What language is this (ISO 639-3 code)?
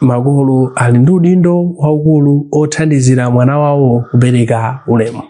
nya